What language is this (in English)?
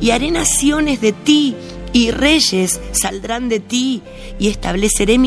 Spanish